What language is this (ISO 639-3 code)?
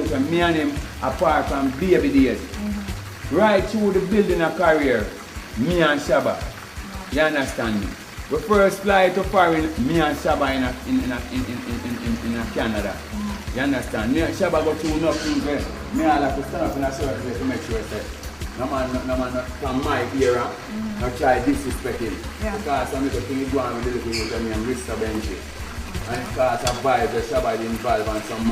jam